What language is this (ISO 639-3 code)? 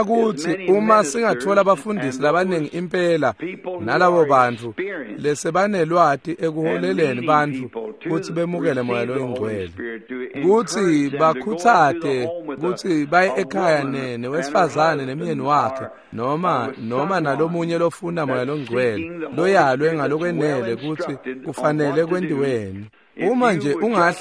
ssw